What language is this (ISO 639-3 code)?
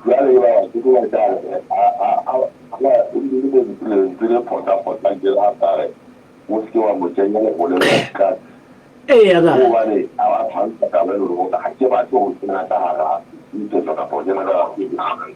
sot